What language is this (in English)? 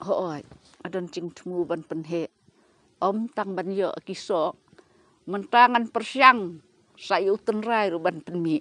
Khasi